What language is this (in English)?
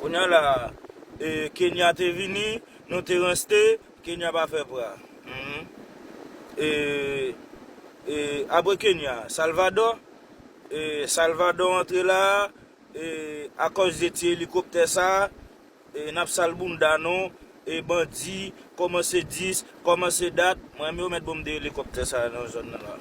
Haitian Creole